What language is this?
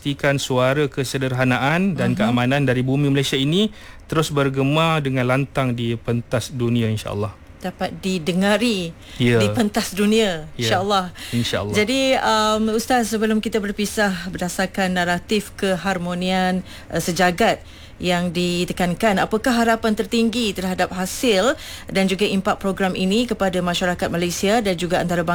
Malay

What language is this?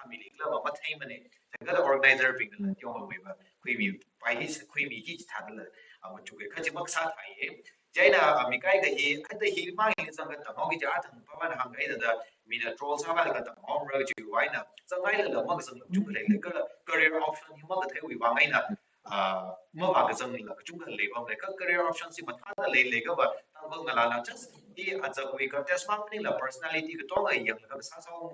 Tangkhul Naga (India)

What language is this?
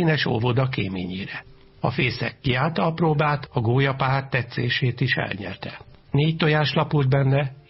Hungarian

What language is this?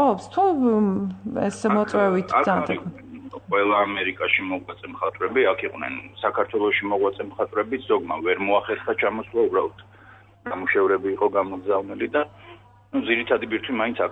Georgian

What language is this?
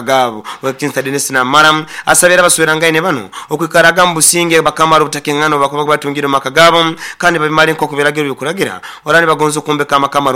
Nyoro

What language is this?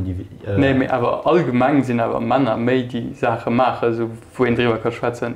Luxembourgish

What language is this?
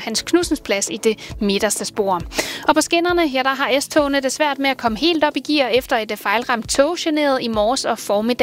Danish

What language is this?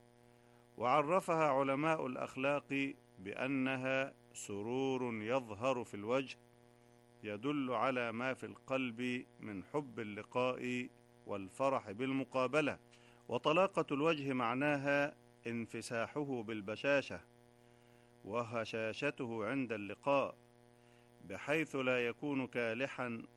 Arabic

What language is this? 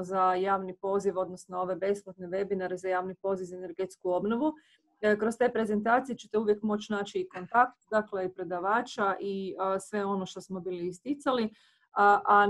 Croatian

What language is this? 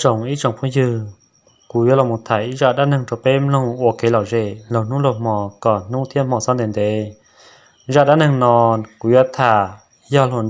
Hmong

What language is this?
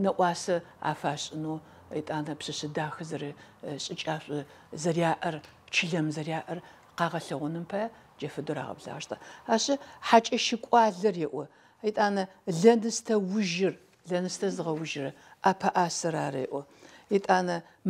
Adyghe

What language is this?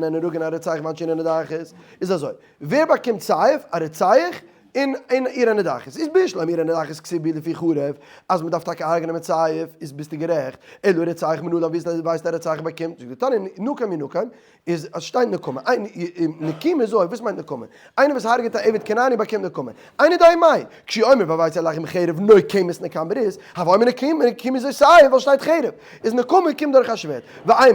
Yiddish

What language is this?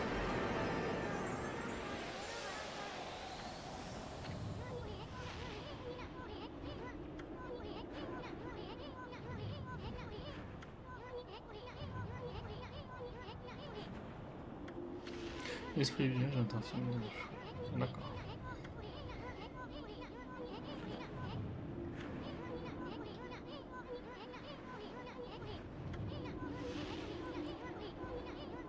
French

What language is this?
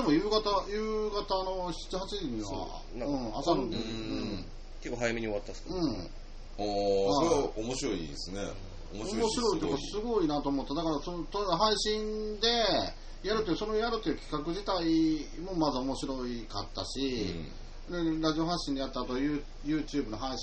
Japanese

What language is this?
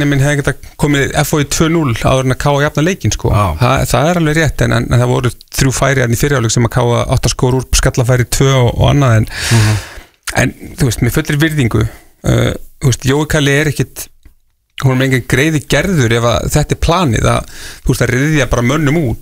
Icelandic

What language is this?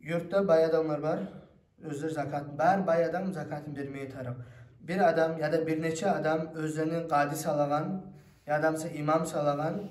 Kumyk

